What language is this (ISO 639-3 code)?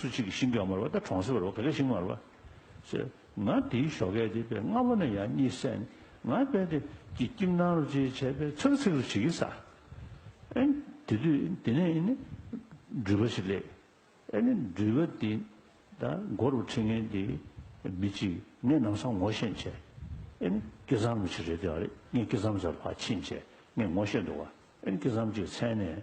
bod